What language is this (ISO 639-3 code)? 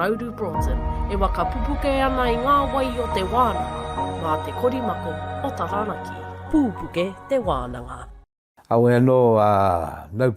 mri